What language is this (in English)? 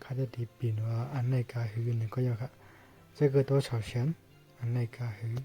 Shan